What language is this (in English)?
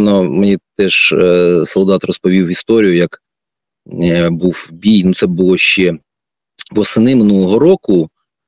Ukrainian